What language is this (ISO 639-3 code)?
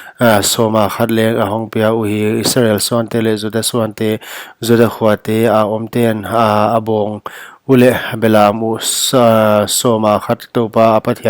pck